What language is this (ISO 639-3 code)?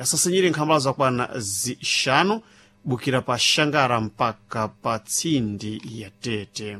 seh